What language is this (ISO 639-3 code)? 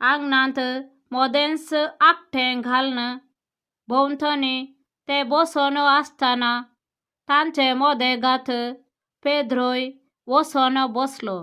kok